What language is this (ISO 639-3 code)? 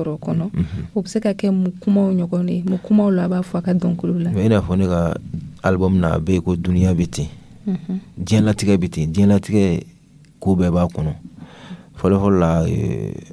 dyu